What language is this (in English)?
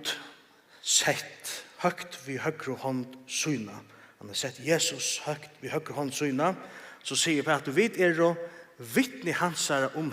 Faroese